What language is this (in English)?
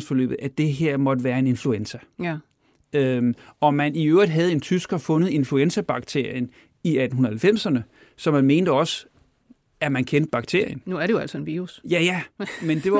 Danish